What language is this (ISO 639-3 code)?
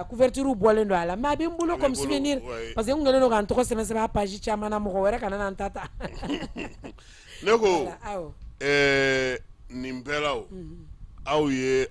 bam